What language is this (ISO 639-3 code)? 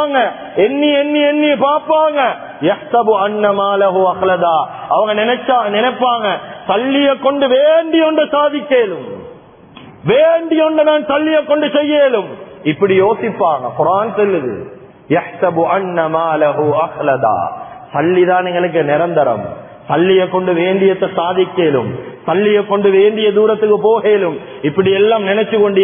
tam